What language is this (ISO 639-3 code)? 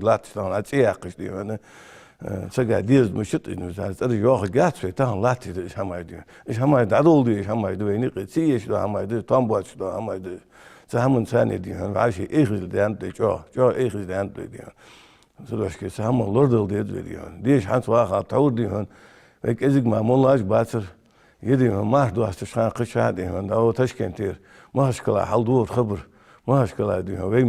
inh